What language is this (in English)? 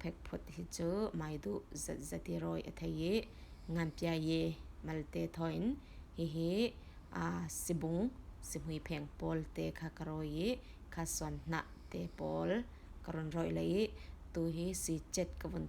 Falam Chin